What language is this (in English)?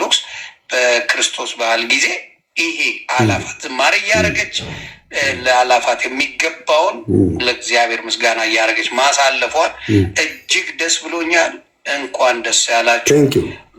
Amharic